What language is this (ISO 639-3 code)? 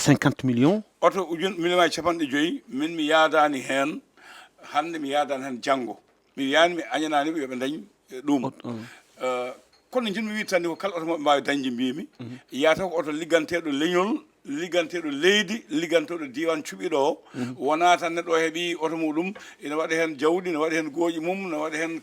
ful